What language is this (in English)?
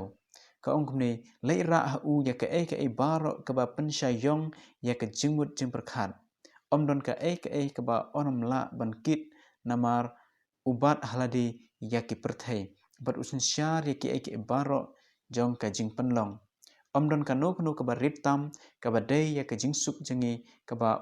Khasi